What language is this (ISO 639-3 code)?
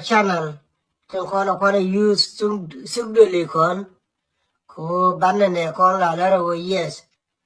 nus